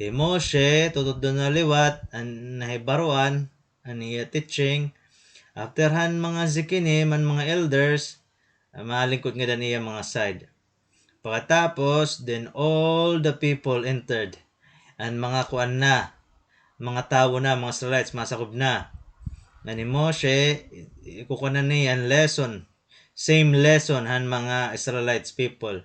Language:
Waray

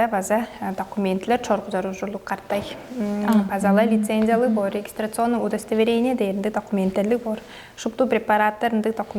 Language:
Tuvinian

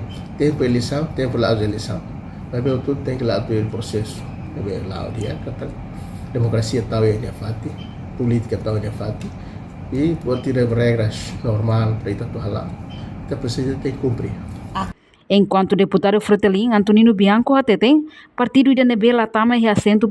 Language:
Tetum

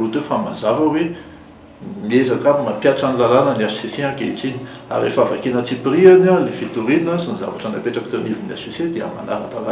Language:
Malagasy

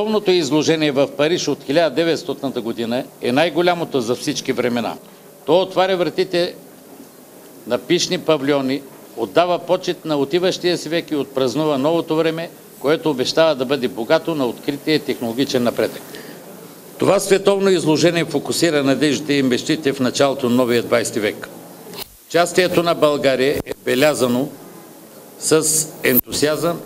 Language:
Bulgarian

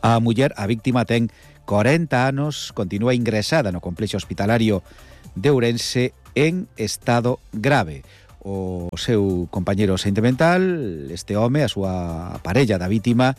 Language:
Galician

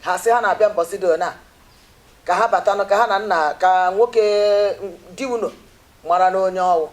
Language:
Igbo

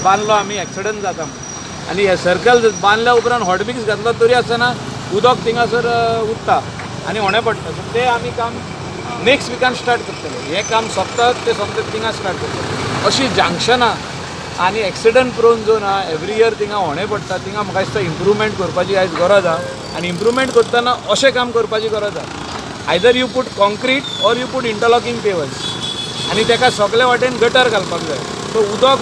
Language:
Konkani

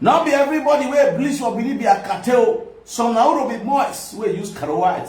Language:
Nigerian Pidgin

